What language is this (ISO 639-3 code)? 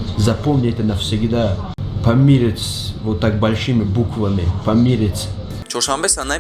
tgk